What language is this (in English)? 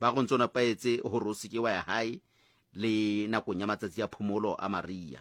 Southern Sotho